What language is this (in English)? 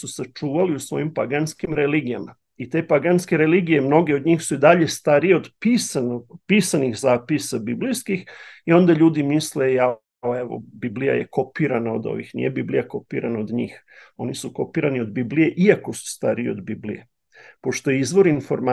Serbian